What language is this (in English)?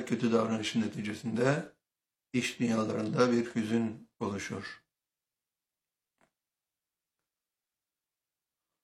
Turkish